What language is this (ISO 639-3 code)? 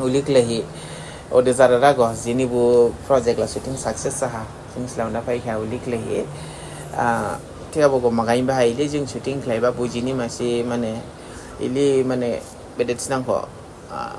dis